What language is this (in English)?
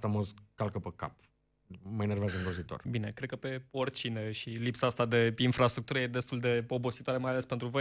Romanian